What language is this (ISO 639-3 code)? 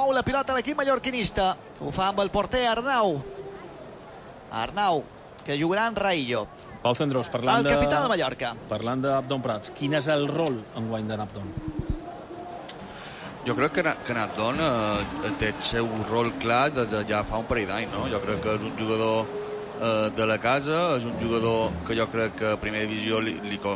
cat